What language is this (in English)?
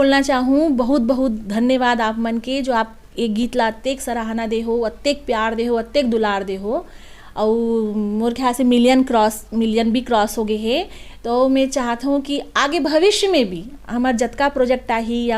Chhattisgarhi